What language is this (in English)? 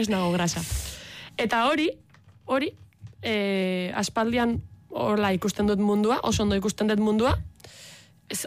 Basque